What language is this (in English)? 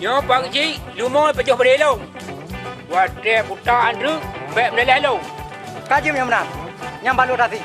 Achinese